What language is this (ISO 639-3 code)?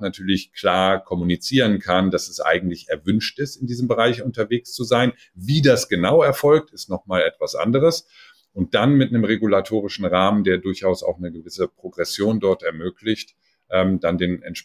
deu